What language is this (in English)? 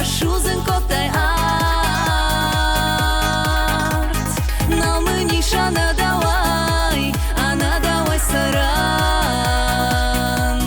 Ossetic